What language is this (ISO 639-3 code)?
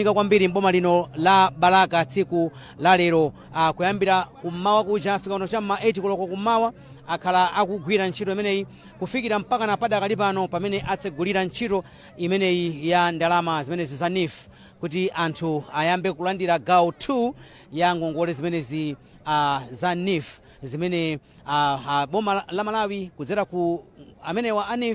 nya